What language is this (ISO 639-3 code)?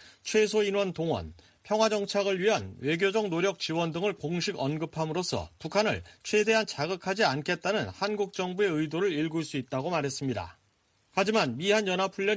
kor